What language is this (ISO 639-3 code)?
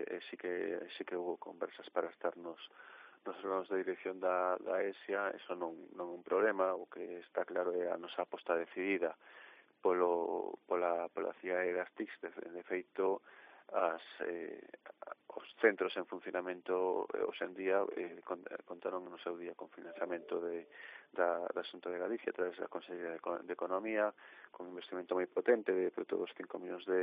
glg